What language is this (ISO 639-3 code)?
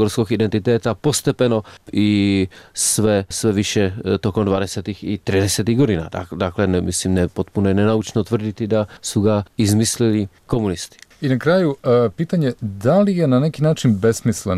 hrv